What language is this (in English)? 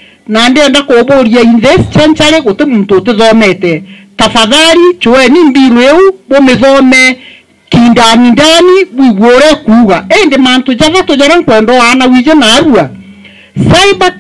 Meru